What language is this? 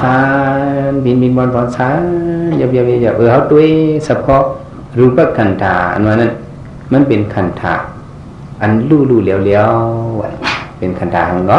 Shan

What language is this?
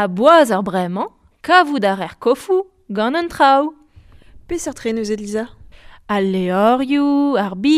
Breton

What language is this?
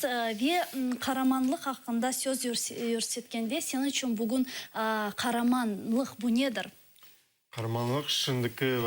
Crimean Tatar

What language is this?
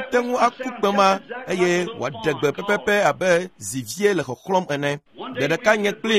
Ewe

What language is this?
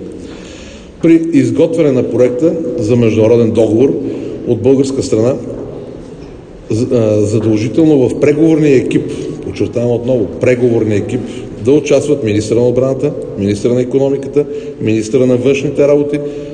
Bulgarian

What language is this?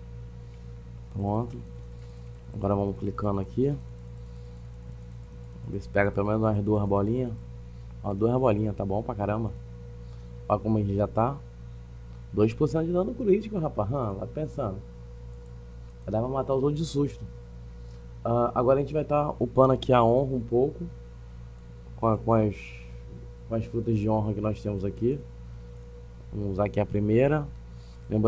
Portuguese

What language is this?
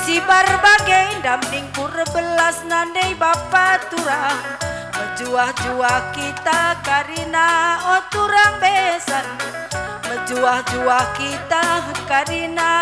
Batak Karo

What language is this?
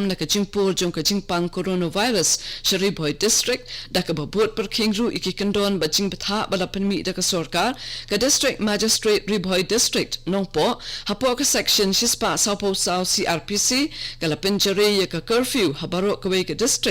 Khasi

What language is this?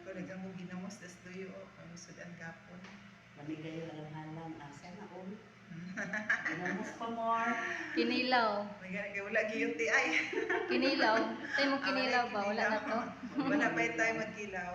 Cebuano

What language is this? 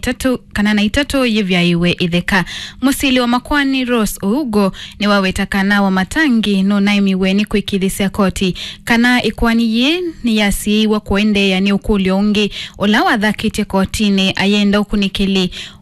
Kamba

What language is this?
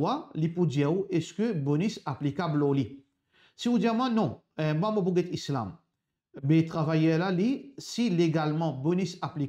Morisyen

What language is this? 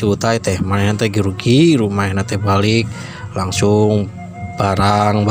Sundanese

